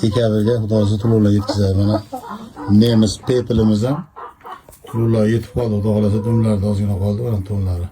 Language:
Uzbek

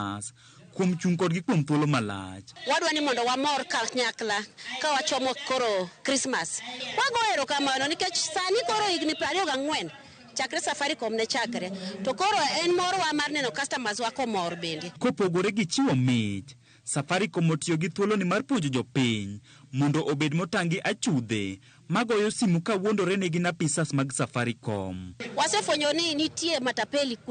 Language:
Luo (Kenya and Tanzania)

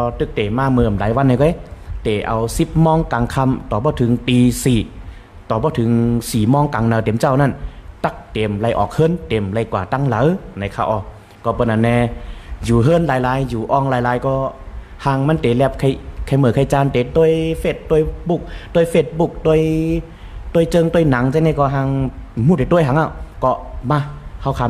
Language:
Shan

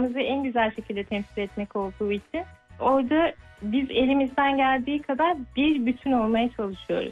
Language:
Turkish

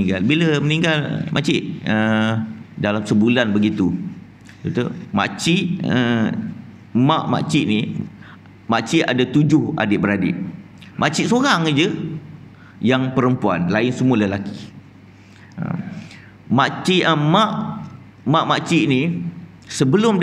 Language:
Malay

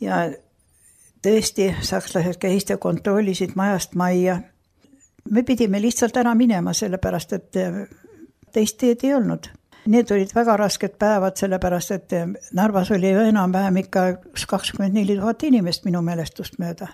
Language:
Estonian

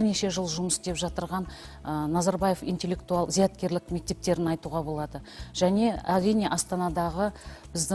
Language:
Kazakh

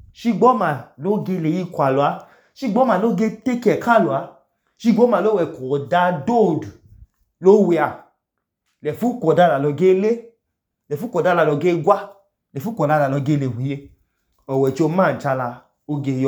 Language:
Idoma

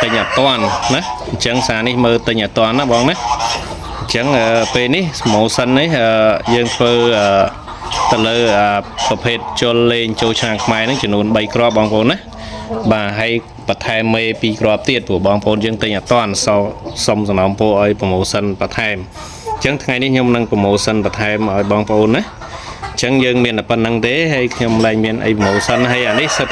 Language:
Khmer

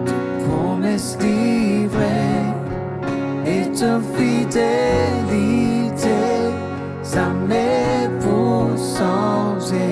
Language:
Morisyen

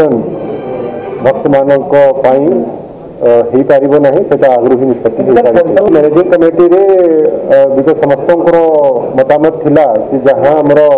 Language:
Odia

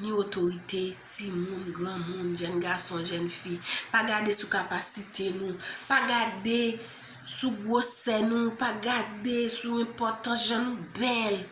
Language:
Haitian Creole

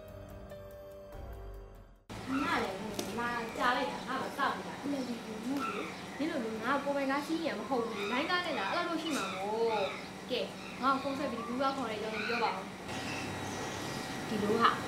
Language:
Burmese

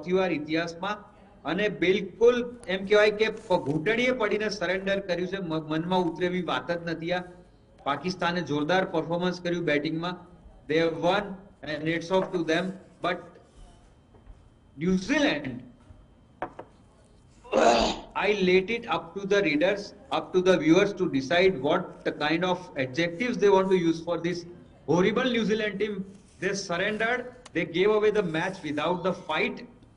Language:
Gujarati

